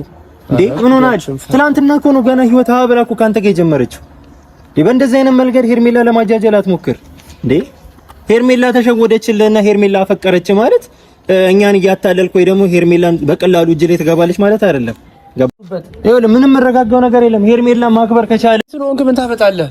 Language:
Amharic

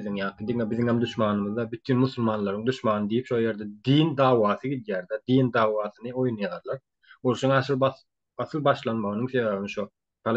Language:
Turkmen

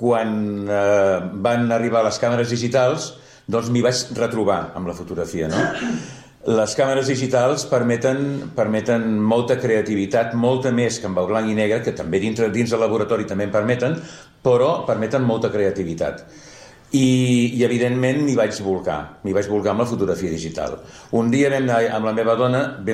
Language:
Catalan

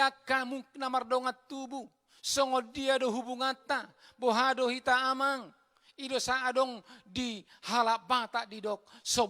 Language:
Batak Toba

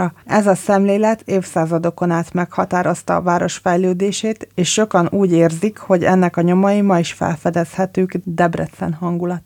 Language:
Hungarian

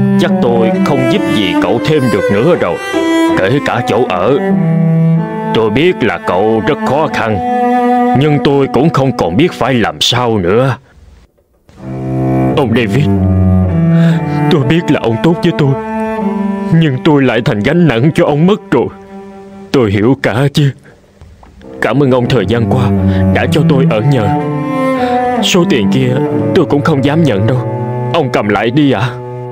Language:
Vietnamese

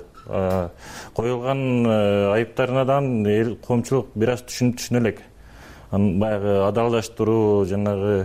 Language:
Kyrgyz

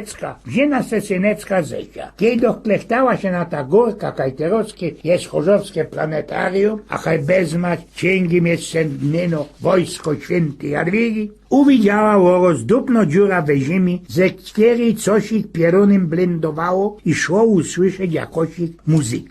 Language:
Silesian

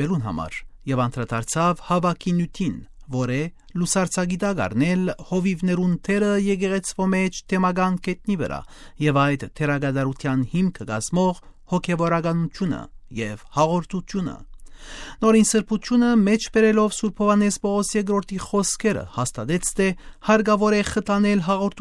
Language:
Armenian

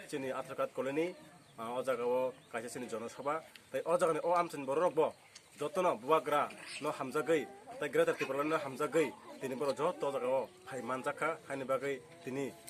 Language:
Kok Borok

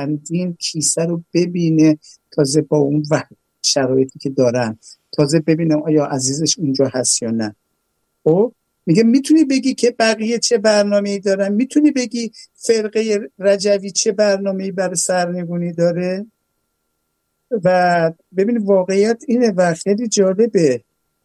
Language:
Persian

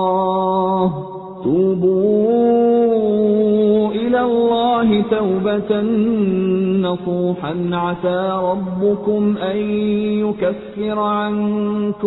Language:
Bosnian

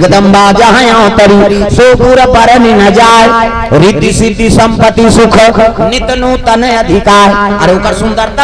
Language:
Chhattisgarhi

